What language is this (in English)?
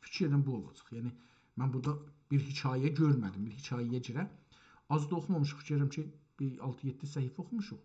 South Azerbaijani